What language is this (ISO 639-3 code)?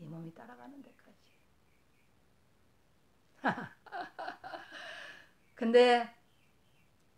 kor